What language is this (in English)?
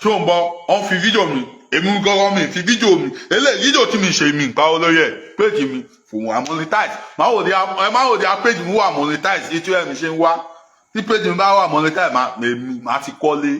Yoruba